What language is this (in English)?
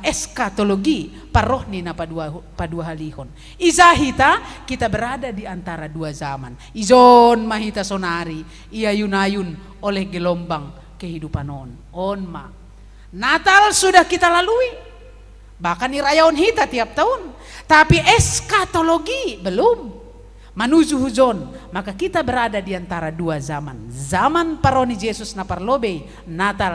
Batak Simalungun